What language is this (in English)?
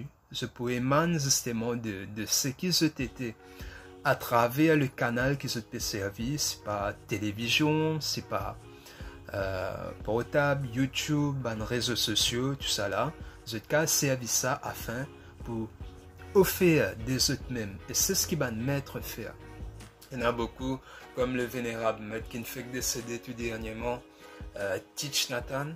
Morisyen